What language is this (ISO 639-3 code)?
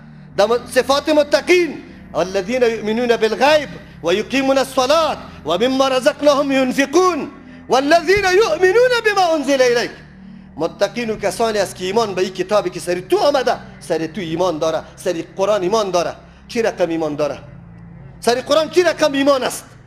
fas